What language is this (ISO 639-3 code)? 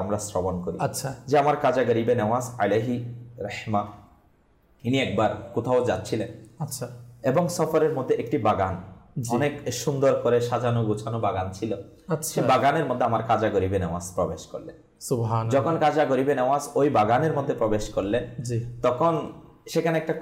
ben